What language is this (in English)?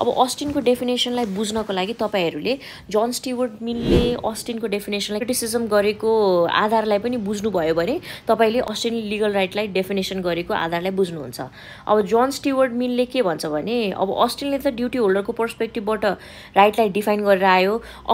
Nepali